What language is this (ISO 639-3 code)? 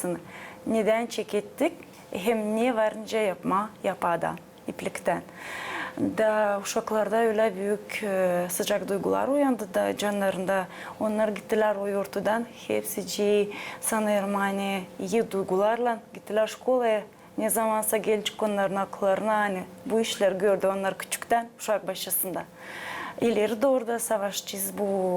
gag